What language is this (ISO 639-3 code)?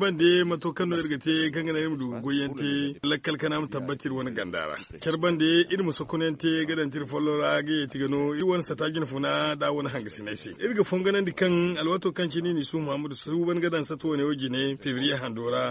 dje